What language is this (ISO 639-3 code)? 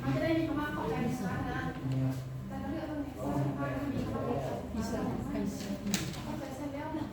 lao